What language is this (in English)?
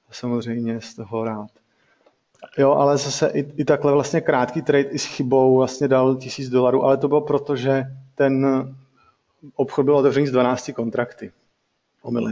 Czech